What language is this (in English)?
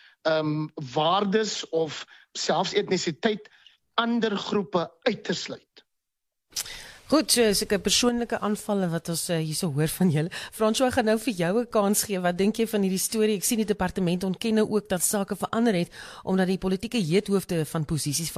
Afrikaans